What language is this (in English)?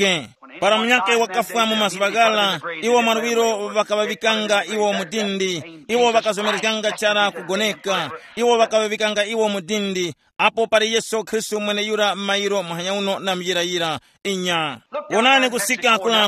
Tumbuka